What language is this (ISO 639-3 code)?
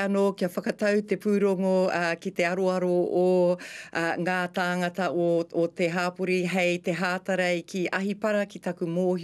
mri